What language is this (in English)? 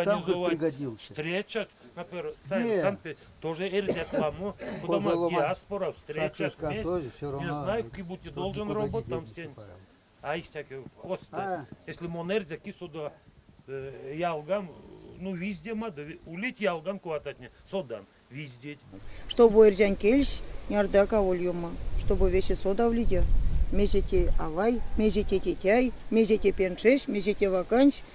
Erzya